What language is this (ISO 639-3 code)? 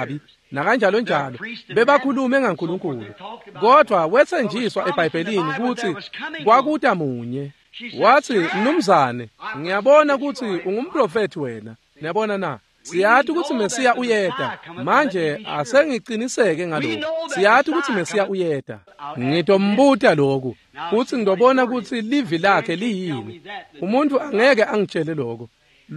ssw